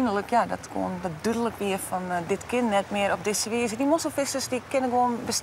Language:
Western Frisian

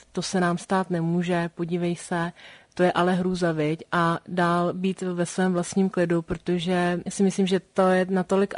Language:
Czech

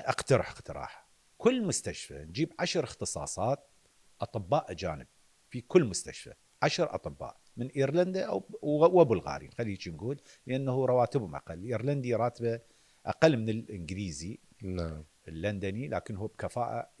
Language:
Mesopotamian Arabic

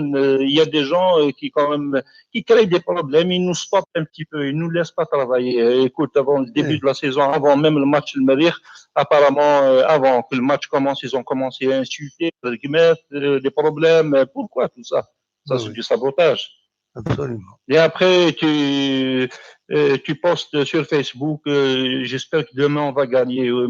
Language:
Kabyle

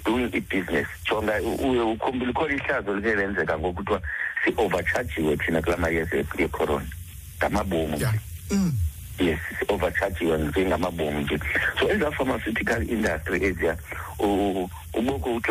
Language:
Xhosa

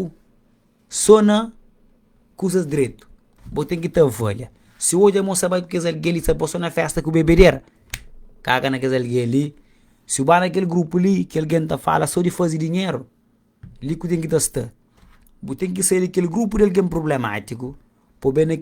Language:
Kabuverdianu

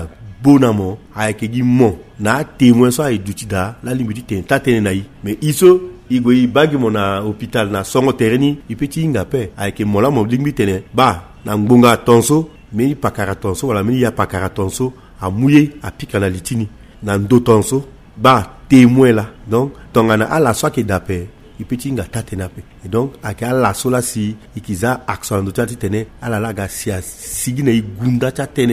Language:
Sango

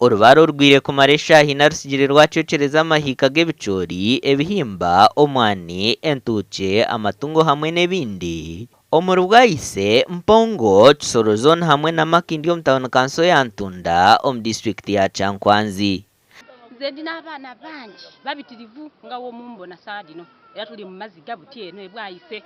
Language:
Nyankole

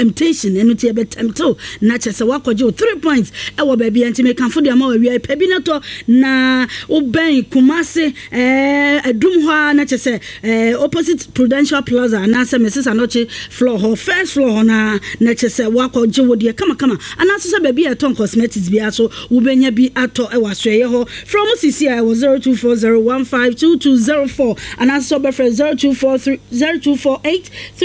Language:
Akan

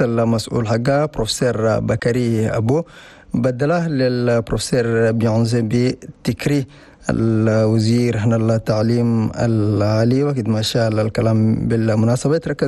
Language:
Chadian Arabic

